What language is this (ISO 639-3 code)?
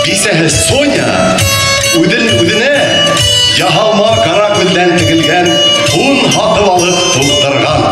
bak